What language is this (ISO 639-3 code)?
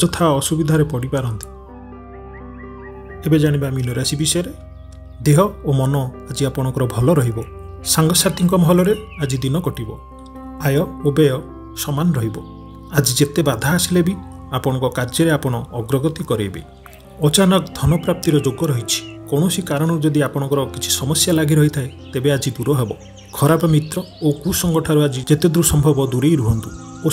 ori